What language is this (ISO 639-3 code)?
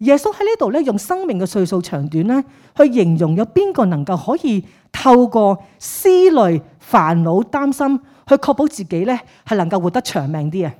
yue